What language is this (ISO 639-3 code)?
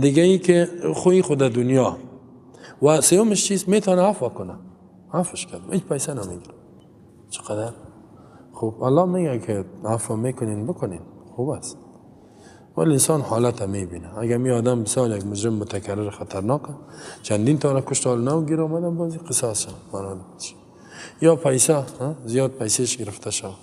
fas